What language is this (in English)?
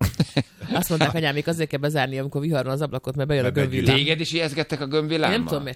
Hungarian